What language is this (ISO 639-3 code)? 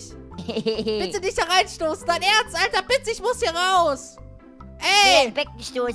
deu